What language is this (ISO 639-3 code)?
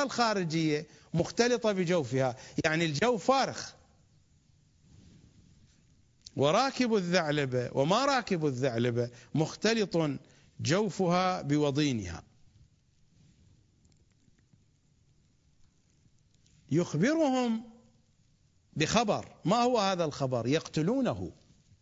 ara